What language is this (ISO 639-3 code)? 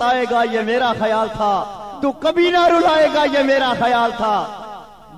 urd